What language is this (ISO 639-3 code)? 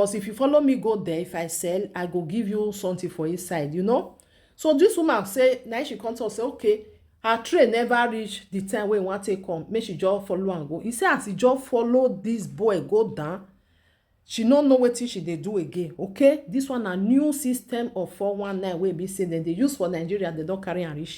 pcm